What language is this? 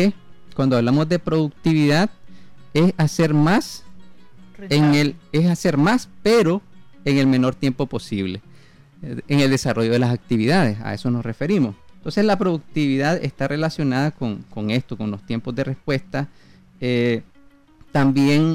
Spanish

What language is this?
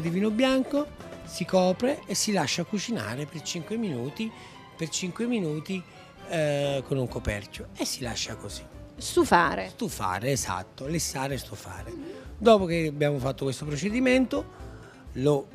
Italian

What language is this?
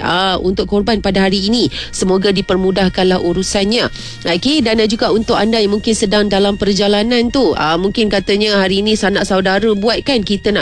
Malay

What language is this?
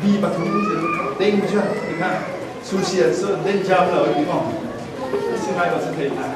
Falam Chin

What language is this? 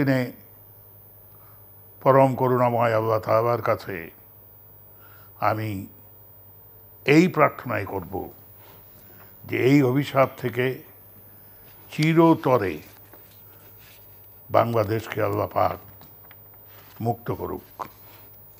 Bangla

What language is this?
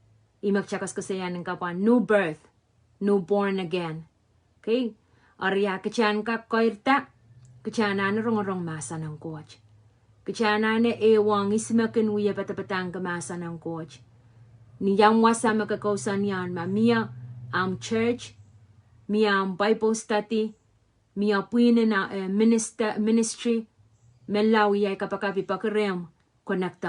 Pohnpeian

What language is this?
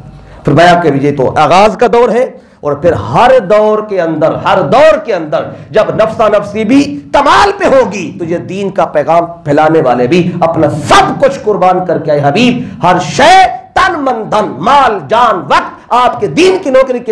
Urdu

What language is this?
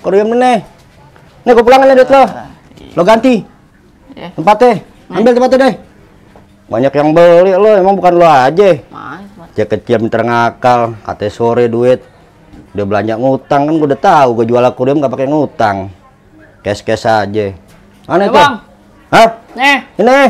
Betawi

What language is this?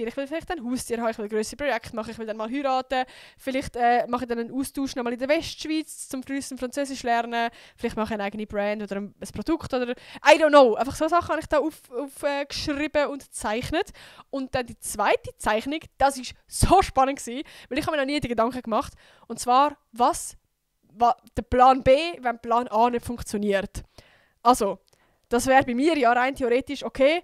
Swiss German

